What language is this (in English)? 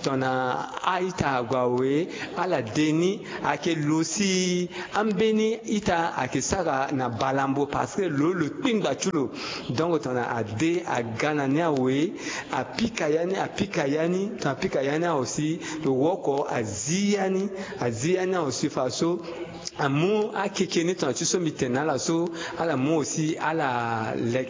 Sango